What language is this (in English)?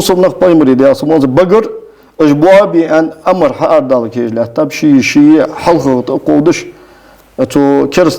Ingush